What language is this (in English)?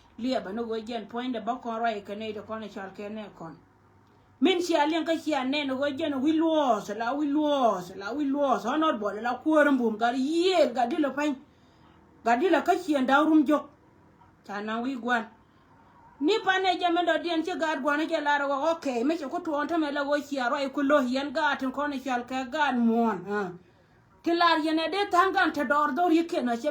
Nuer